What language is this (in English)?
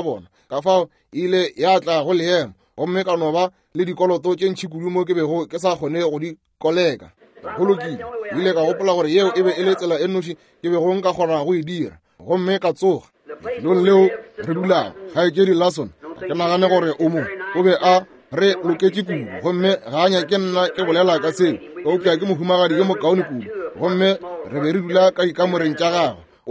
Northern Sotho